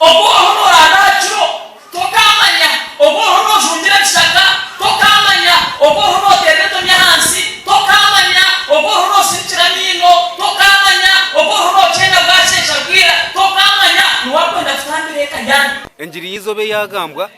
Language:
Nyankole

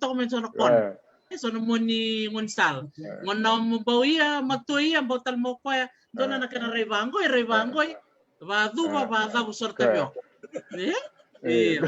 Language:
Fijian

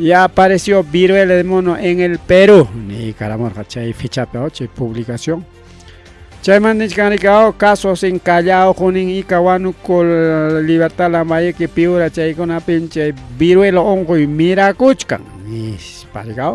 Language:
Ayacucho Quechua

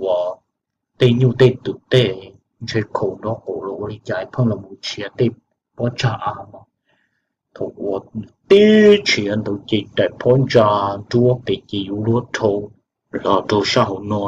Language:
Hmong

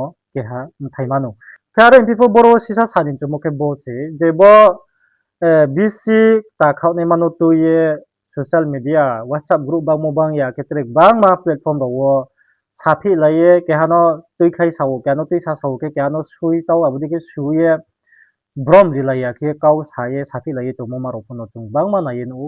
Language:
Riang (India)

